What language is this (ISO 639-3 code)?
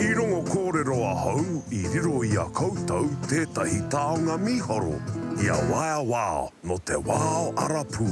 mri